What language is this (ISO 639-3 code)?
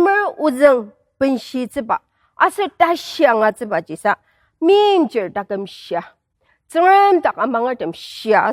njo